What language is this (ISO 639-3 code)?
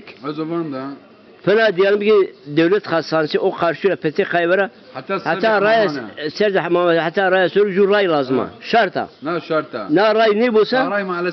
zza